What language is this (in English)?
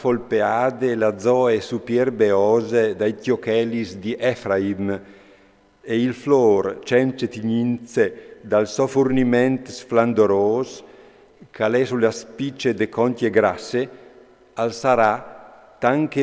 Friulian